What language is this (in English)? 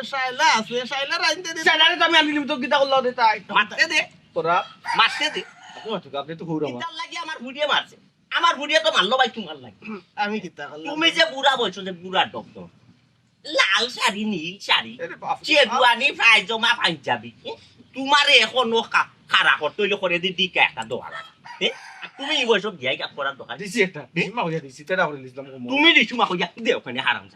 Sylheti